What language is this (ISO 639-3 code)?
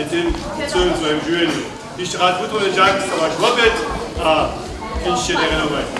hsb